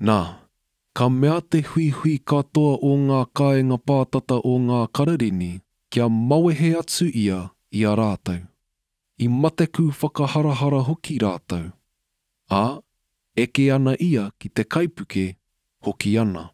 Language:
Māori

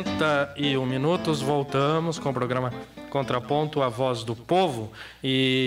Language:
Portuguese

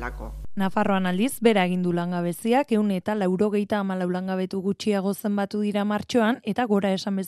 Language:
Basque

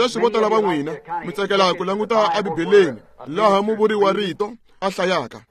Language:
Tsonga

